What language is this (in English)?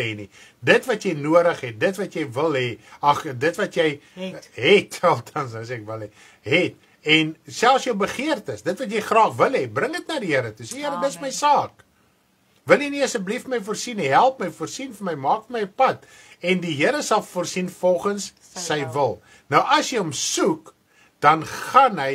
Afrikaans